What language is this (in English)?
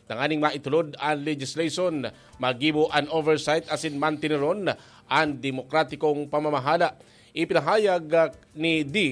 Bikol